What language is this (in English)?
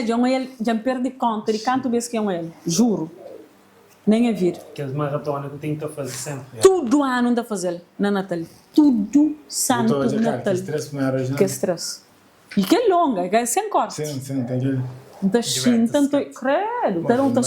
Kabuverdianu